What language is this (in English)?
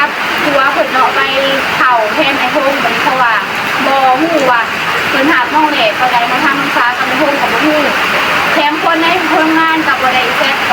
Northeastern Thai